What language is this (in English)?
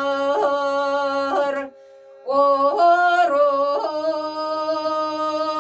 Yakut